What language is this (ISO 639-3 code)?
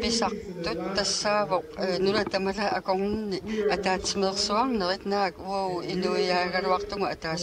kal